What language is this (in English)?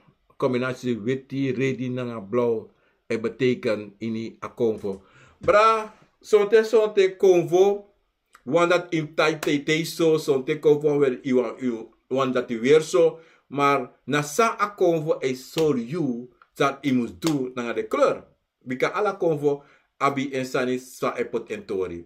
Sranan Tongo